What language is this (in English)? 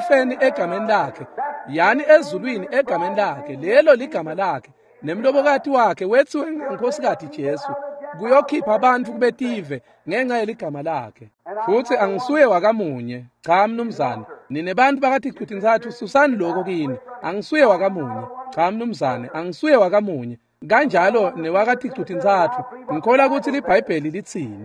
Swati